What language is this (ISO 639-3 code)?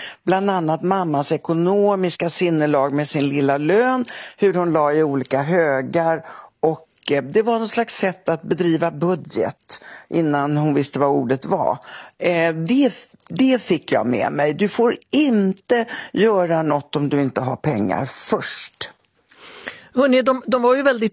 swe